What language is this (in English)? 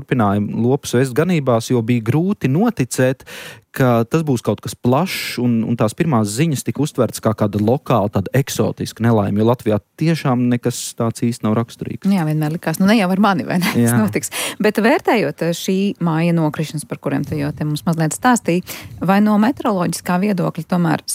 Latvian